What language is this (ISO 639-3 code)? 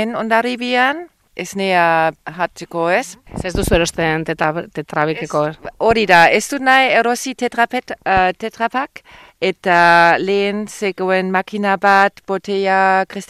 eus